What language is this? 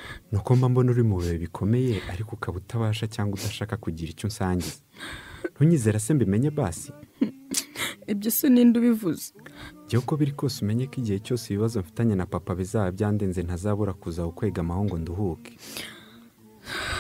Kinyarwanda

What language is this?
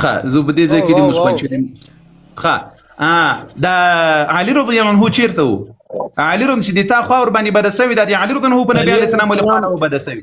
Pashto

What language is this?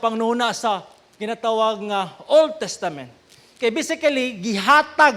Cebuano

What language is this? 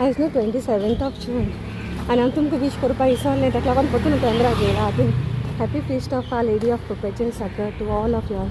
Konkani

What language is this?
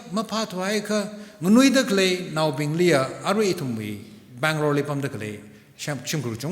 Tangkhul Naga (India)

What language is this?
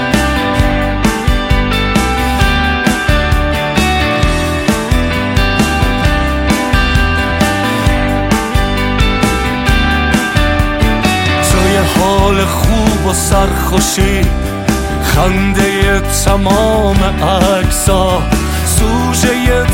Persian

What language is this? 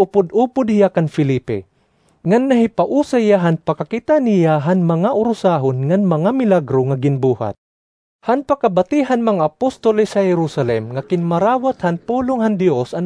Waray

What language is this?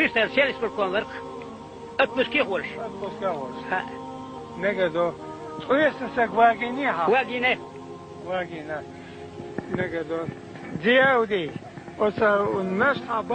Chechen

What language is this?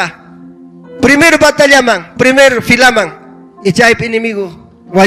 Ayacucho Quechua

